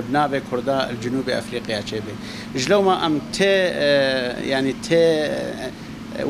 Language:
Kurdish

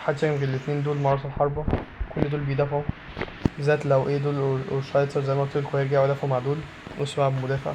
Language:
Egyptian Arabic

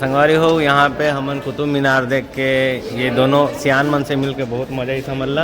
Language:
Chhattisgarhi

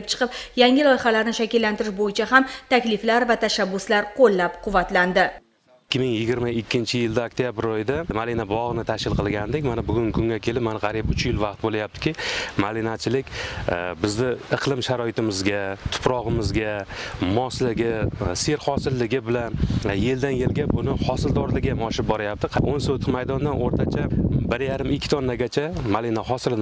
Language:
Uzbek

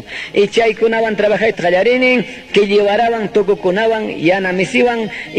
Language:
Quechua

